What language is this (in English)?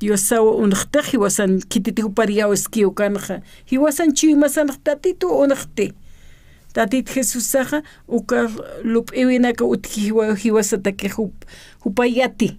Aymara